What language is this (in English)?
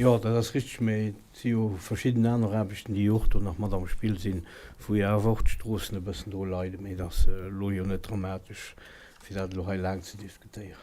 Luxembourgish